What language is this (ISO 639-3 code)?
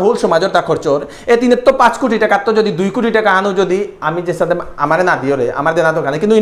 bpy